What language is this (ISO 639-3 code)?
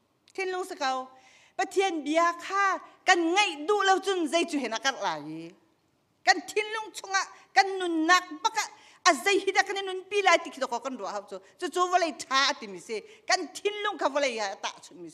cnh